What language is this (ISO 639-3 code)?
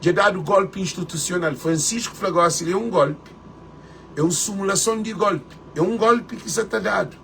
kea